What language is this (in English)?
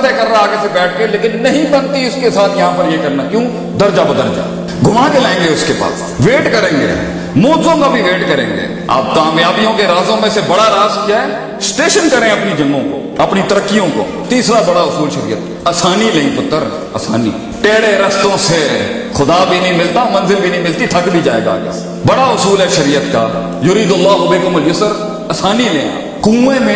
Urdu